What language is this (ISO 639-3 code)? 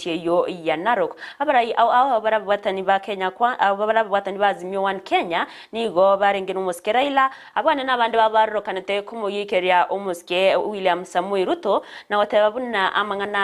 guz